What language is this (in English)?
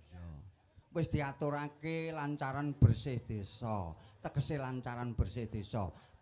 Javanese